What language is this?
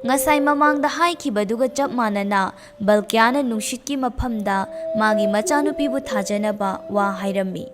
Manipuri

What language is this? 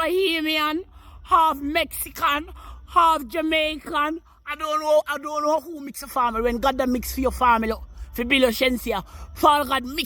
Jamaican Creole English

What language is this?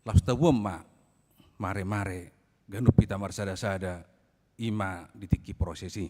Batak Toba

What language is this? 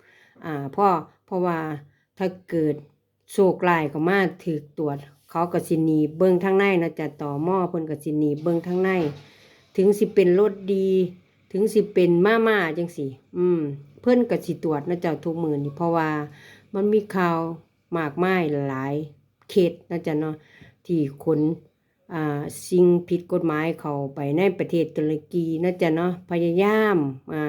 Lao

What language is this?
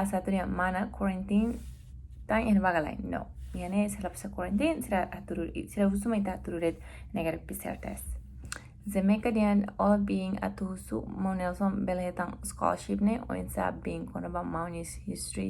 Tetum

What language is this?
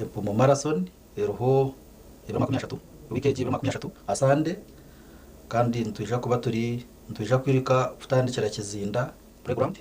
Nyankole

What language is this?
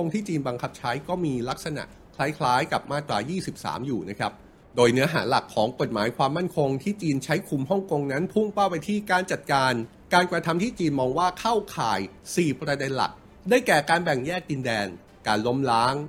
Thai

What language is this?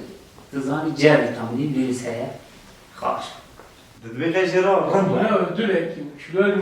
Kurdish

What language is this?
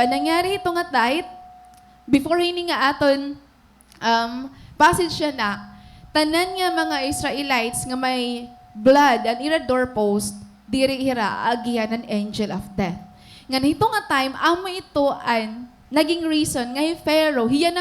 Waray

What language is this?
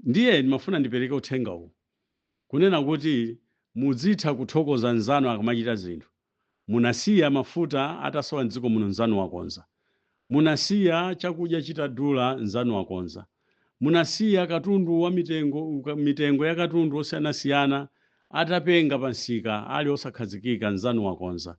Nyanja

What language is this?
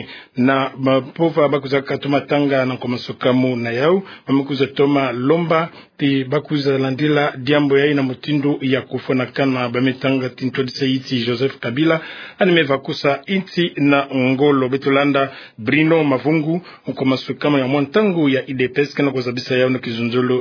Kituba (Democratic Republic of Congo)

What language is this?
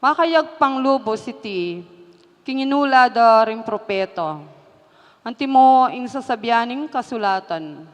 Pampanga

